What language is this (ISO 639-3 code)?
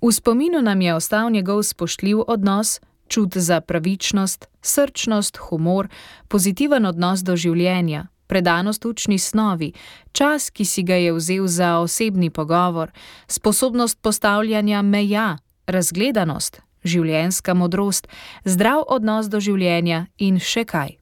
slv